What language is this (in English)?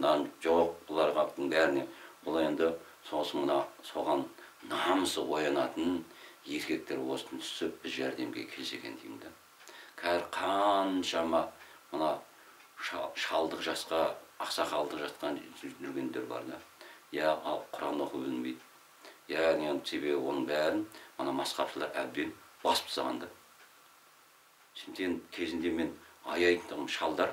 Kazakh